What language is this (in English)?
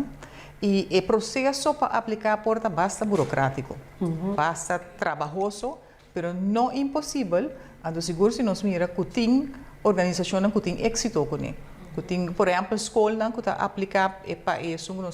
Papiamento